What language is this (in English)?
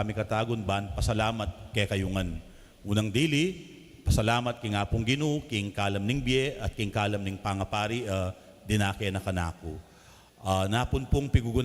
Pampanga